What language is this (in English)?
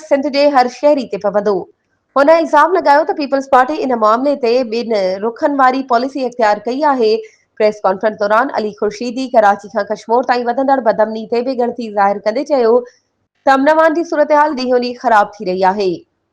Sindhi